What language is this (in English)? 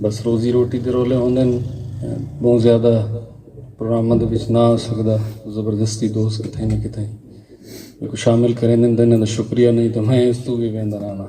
Saraiki